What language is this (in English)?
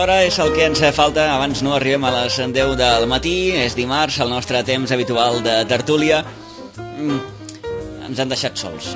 Catalan